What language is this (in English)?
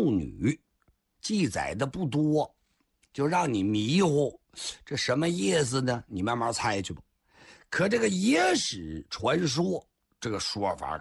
Chinese